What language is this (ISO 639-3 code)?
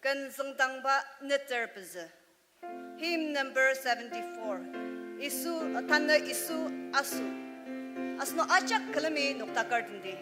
njo